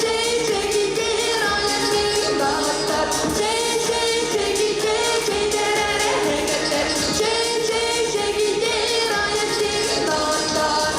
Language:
Yakut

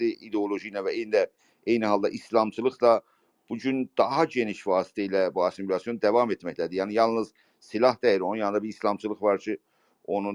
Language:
South Azerbaijani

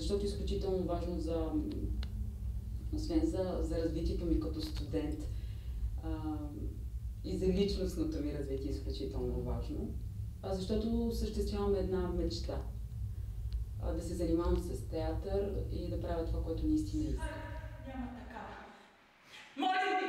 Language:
Bulgarian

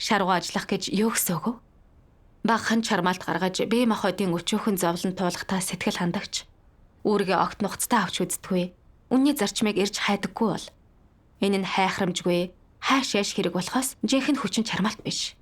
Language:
Mongolian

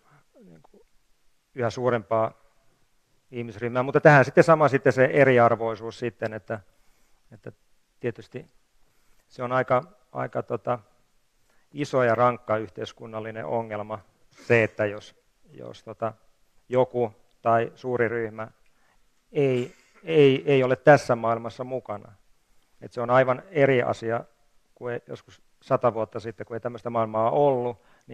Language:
Finnish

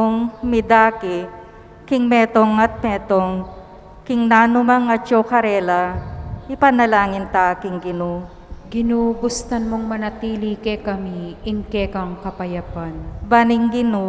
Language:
Pampanga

